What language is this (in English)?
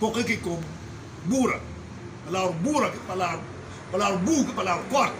Acoli